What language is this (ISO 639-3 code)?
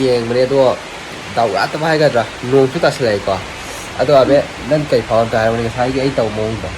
mni